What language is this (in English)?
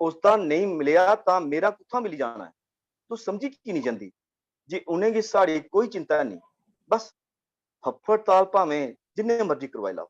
Dogri